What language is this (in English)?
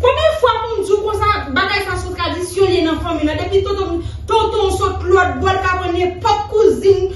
Haitian Creole